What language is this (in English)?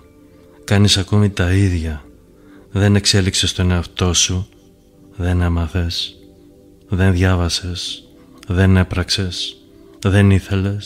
Greek